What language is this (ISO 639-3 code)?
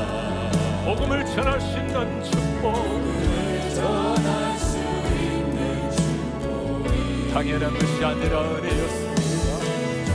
kor